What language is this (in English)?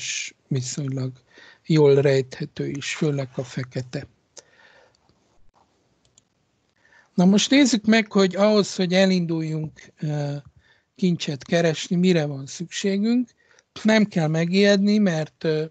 Hungarian